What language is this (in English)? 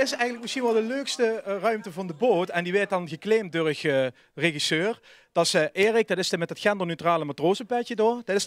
Limburgish